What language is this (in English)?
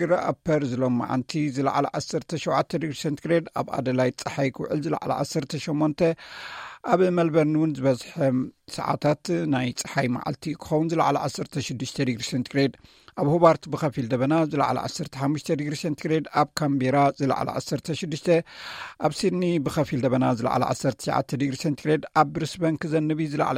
Tigrinya